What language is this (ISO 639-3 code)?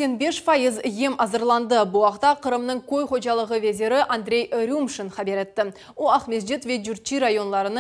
crh